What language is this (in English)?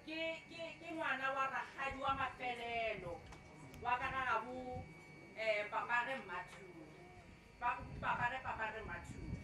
Northern Sotho